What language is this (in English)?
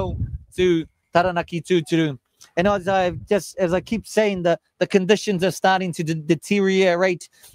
Māori